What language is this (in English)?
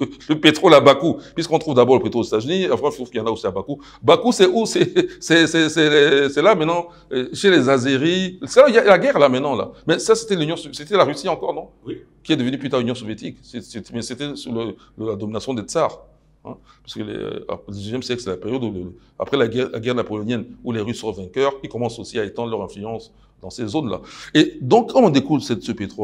French